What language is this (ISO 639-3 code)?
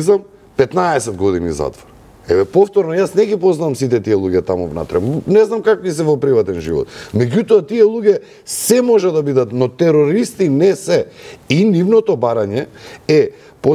mkd